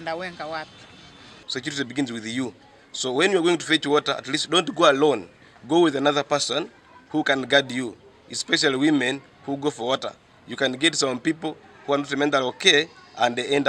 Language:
Nyankole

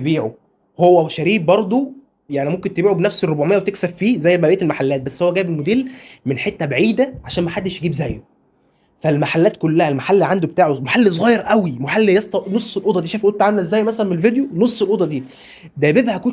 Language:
Egyptian Arabic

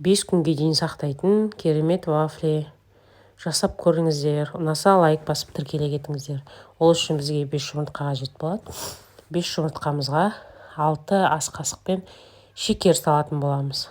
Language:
Kazakh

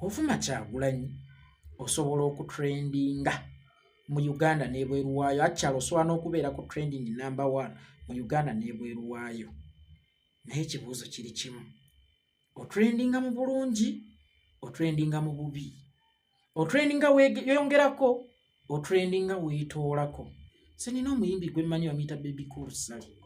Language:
Ganda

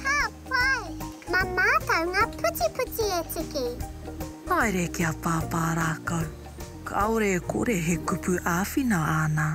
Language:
Māori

